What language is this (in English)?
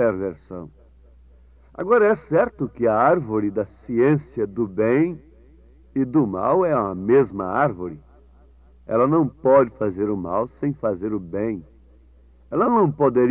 Portuguese